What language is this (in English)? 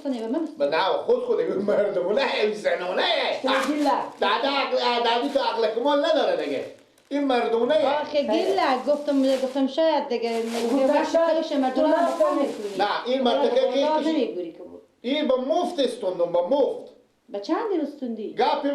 Persian